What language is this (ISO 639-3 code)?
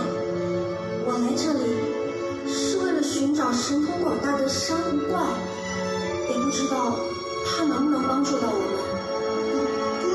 zho